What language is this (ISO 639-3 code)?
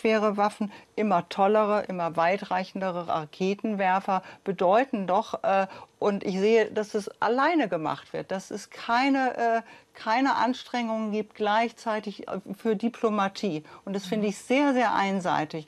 deu